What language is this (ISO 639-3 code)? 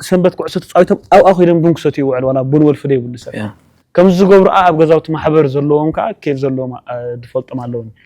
tir